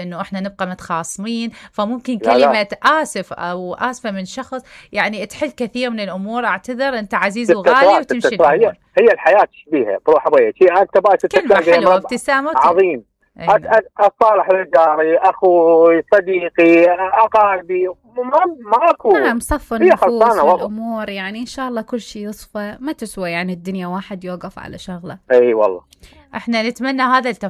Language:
Mesopotamian Arabic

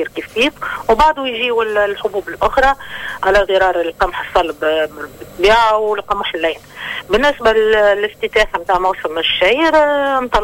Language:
Tunisian Arabic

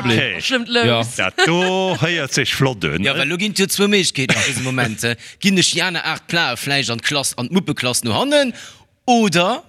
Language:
Luxembourgish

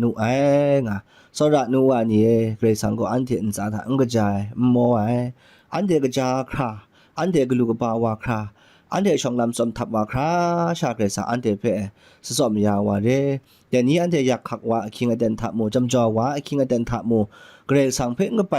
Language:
Kachin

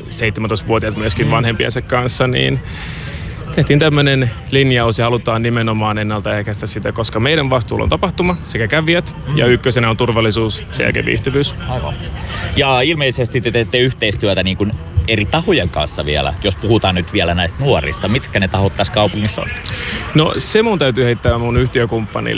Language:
Finnish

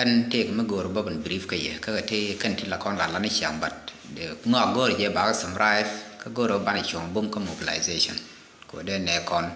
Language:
Nuer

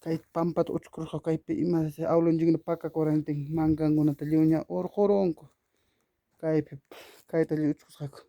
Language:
Ayacucho Quechua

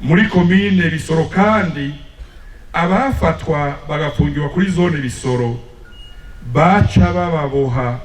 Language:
Rundi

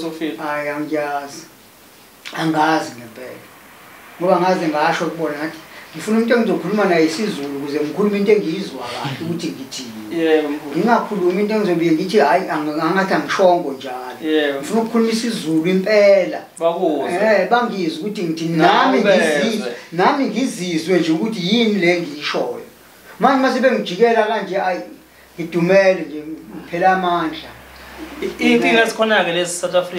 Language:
Zulu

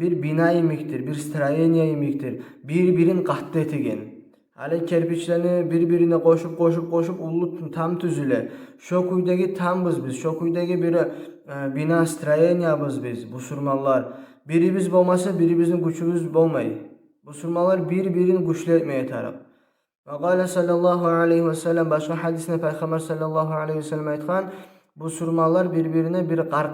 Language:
Kumyk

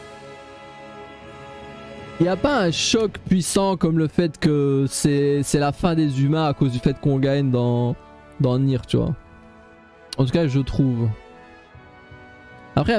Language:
French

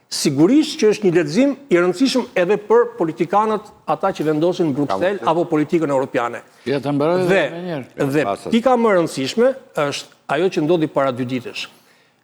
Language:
Albanian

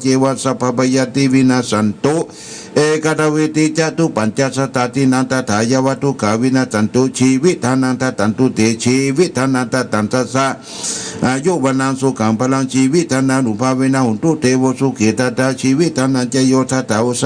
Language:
Pali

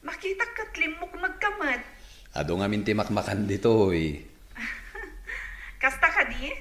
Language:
Iloko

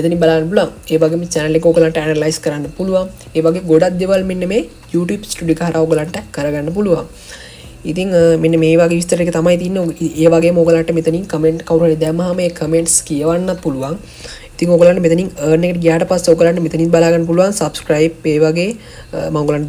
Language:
Sinhala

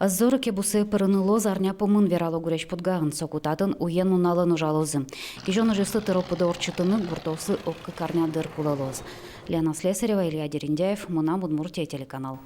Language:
Udmurt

